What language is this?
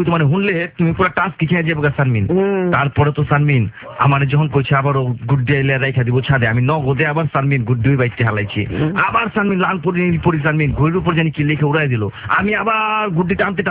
Bangla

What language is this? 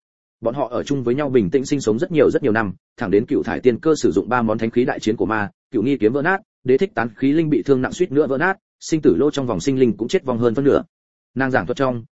Vietnamese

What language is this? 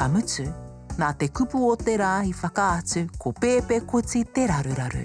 Māori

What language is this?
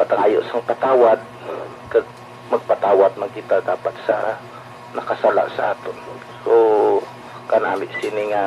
Hiligaynon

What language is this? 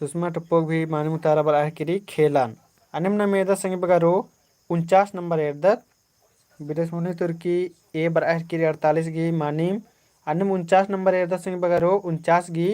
Kurukh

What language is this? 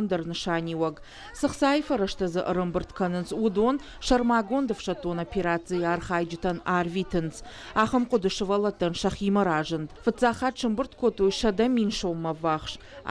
Ossetic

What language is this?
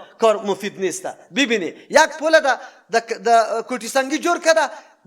Persian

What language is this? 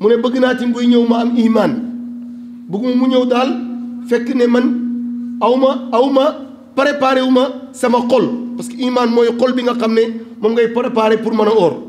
Wolof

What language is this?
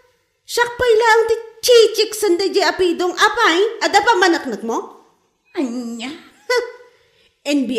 Iloko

